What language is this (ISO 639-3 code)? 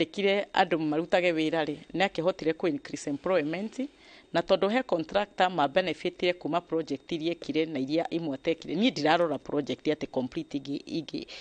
kik